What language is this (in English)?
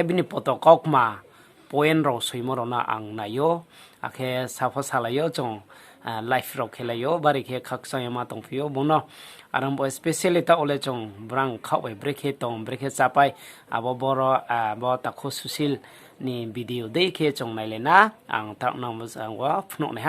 Riang (India)